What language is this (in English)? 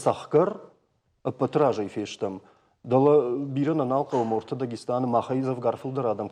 Ossetic